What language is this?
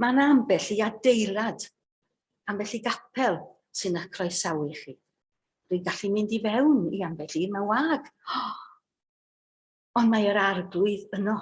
Welsh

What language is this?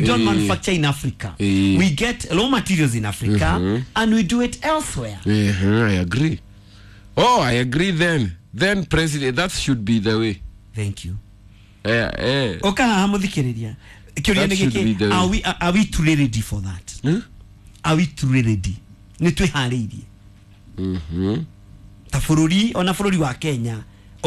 Kikuyu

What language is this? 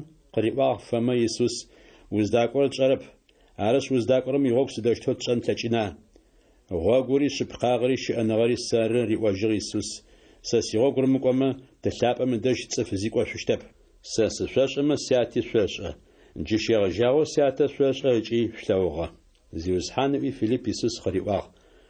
Adyghe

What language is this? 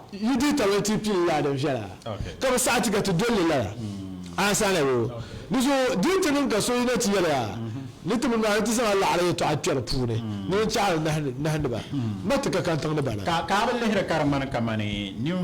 Dagbani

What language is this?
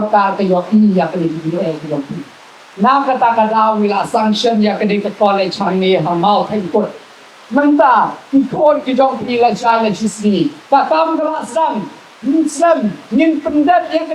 Khasi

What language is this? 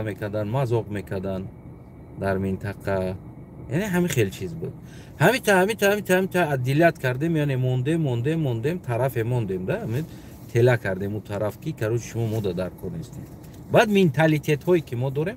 Tajik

